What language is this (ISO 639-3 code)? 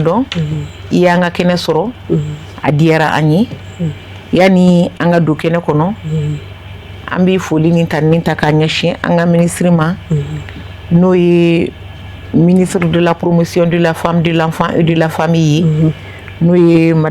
bam